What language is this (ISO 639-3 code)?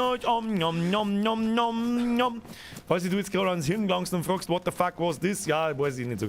bar